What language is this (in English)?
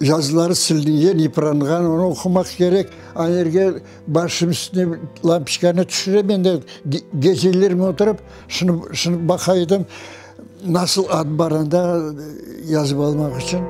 Crimean Tatar